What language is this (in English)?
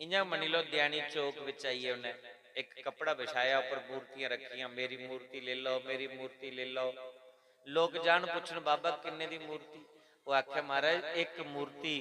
Dogri